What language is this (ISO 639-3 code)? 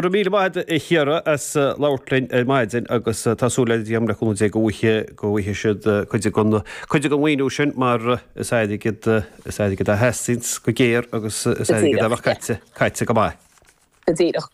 gle